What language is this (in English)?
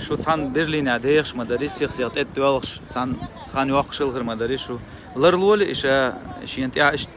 Chechen